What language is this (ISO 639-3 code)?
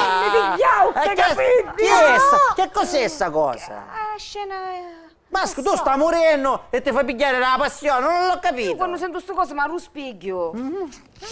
scn